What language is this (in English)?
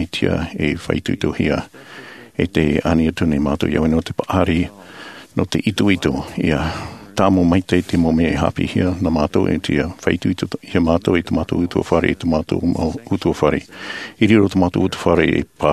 Tahitian